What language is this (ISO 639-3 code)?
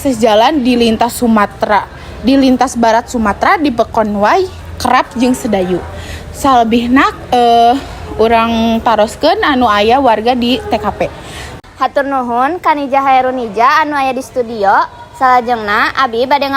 sun